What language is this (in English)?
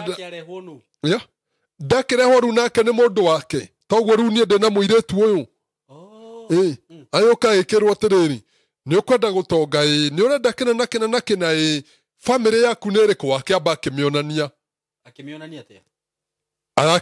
Kikuyu